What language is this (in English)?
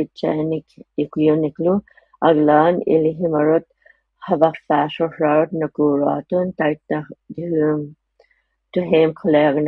Inuktitut